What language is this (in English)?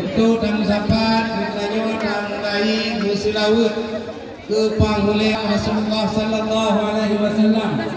Achinese